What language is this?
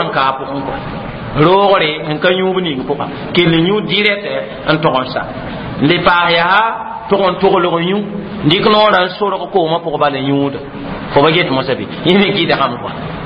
Mossi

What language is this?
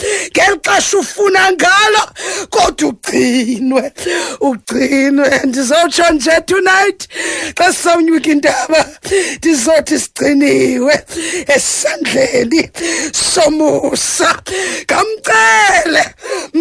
Xhosa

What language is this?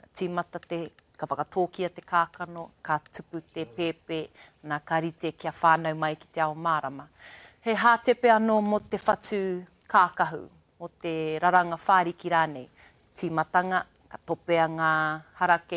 Māori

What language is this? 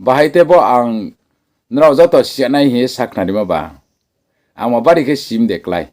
Riang (India)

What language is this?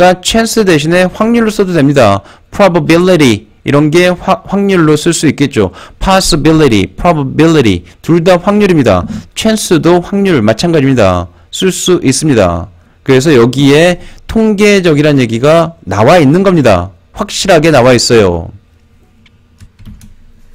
Korean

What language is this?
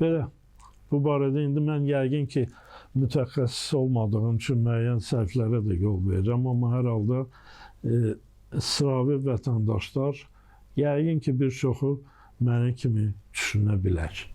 Azerbaijani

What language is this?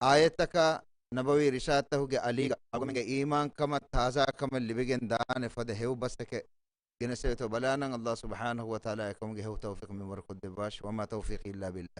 Divehi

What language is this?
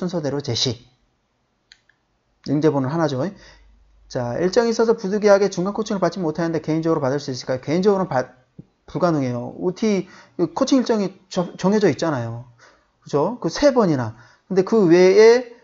Korean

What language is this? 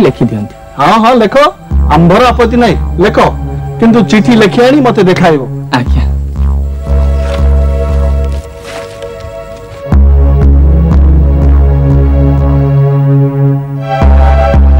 Odia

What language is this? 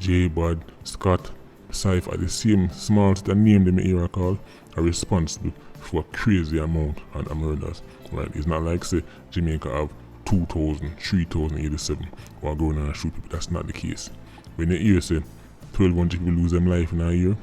Jamaican Creole English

